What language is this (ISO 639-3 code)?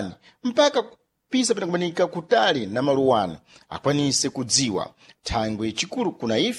seh